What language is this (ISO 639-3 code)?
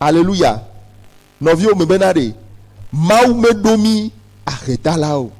ewe